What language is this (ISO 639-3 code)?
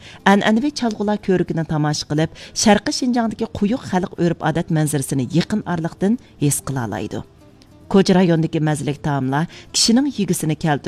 uig